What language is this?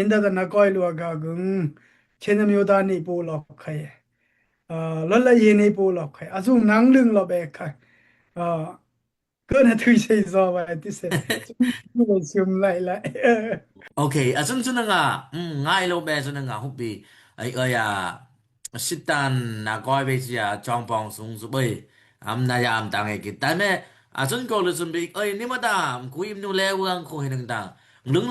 Daai Chin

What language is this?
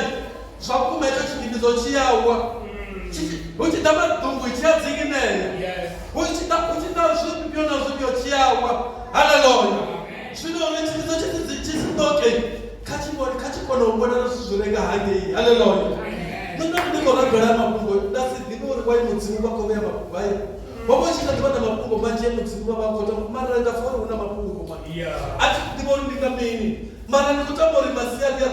Venda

